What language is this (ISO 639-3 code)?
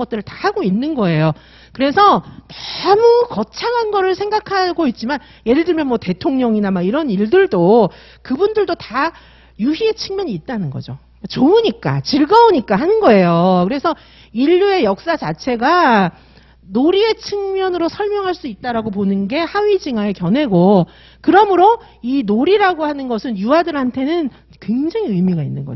kor